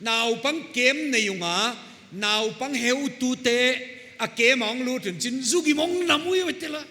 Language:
Paite Chin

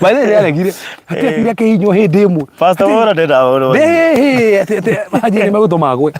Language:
Kikuyu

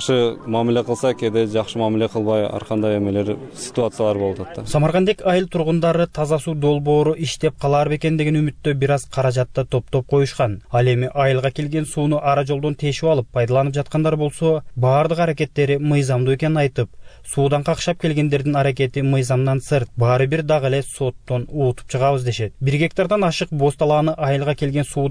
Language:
Kyrgyz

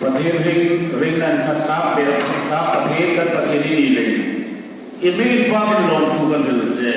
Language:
Hmar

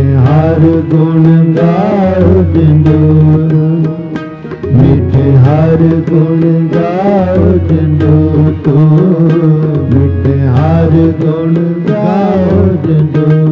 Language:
Punjabi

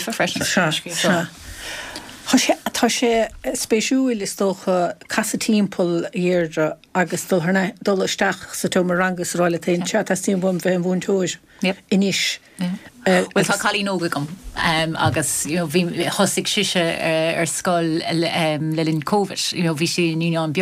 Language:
Irish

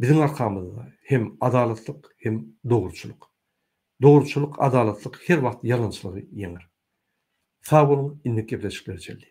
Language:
Turkmen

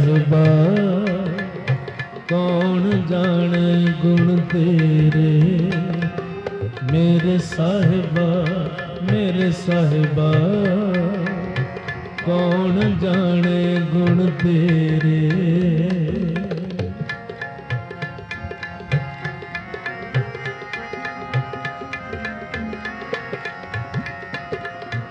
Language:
Punjabi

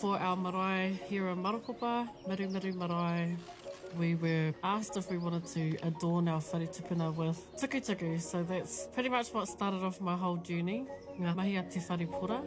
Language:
Māori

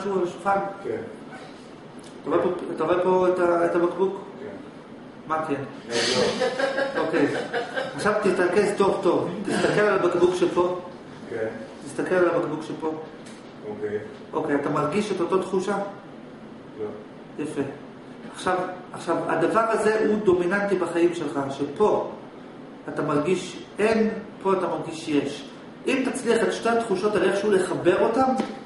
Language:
Hebrew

